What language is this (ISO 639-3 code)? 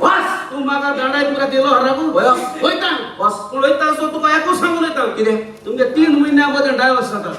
kok